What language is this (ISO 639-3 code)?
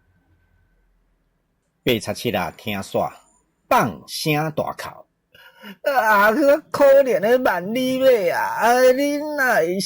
nan